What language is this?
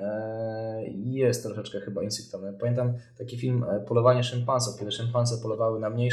Polish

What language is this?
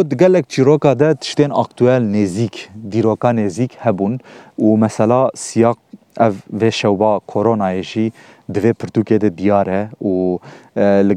Kurdish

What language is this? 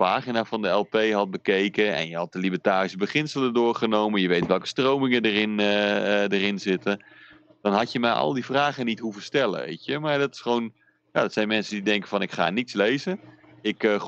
Dutch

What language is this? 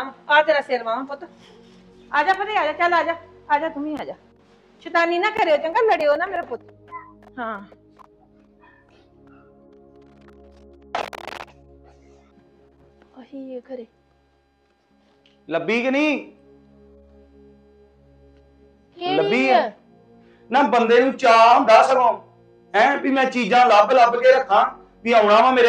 Punjabi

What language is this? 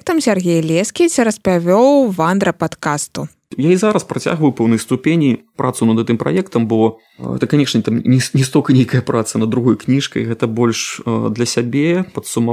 Belarusian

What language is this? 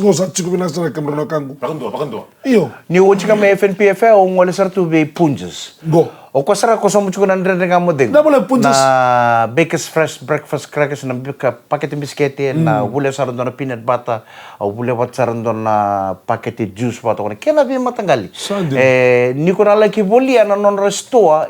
Fijian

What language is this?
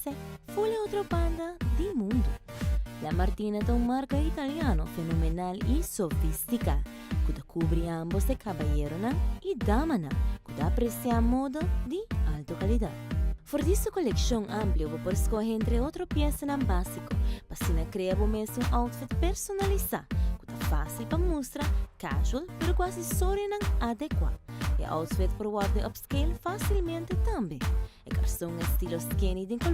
Papiamento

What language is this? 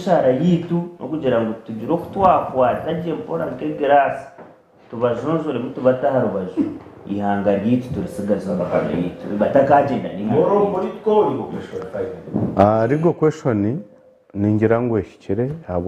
Nyankole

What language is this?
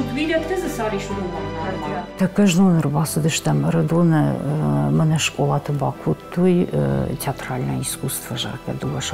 Ossetic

